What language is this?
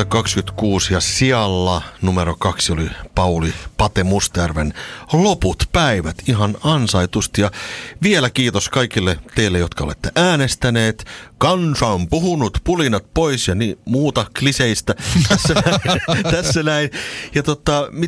Finnish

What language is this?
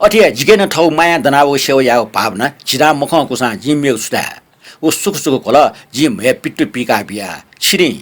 Newari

